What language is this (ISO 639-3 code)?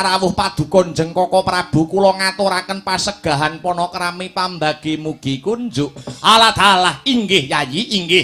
jav